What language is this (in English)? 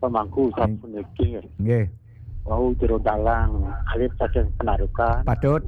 Balinese